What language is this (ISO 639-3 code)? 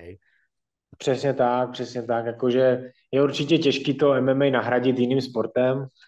ces